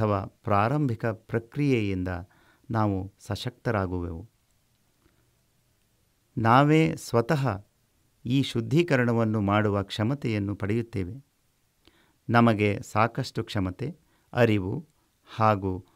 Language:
Kannada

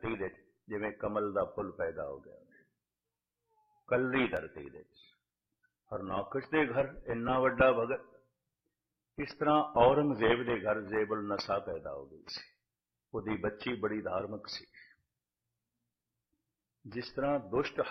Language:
Punjabi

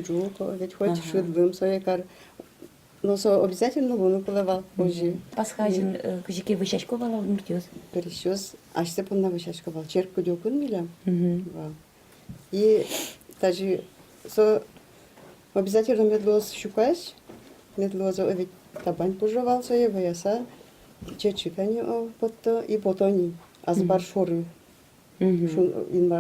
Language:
Udmurt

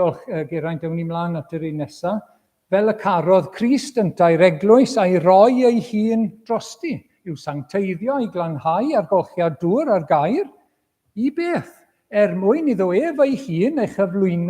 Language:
Welsh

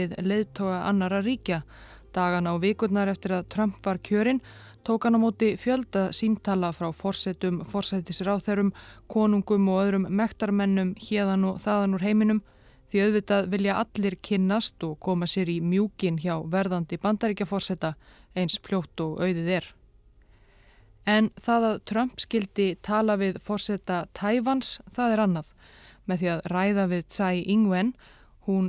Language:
Icelandic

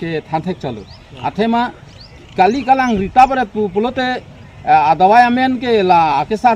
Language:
Karbi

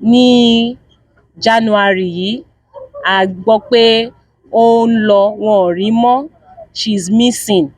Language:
Yoruba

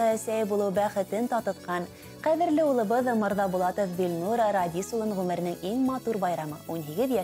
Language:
Bashkir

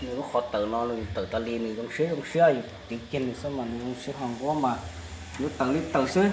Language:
Hmong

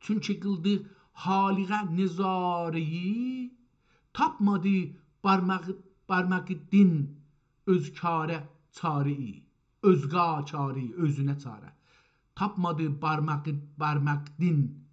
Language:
South Azerbaijani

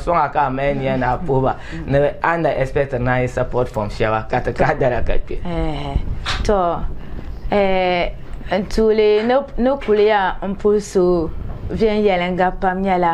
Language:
Dagbani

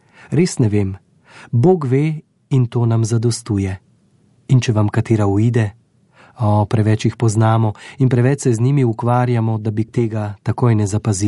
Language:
Slovenian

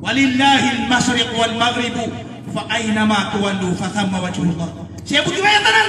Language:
Maranao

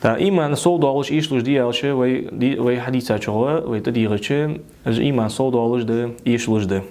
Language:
Ingush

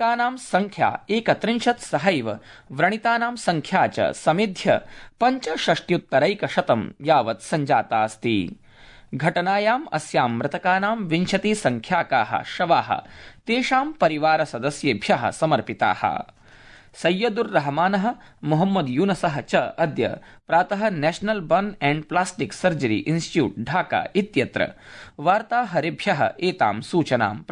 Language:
Sanskrit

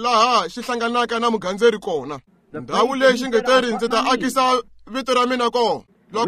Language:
Tsonga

